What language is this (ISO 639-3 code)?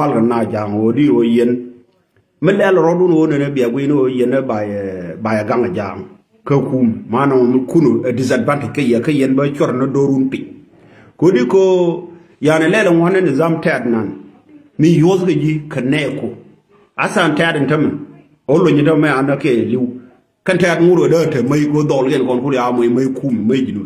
nus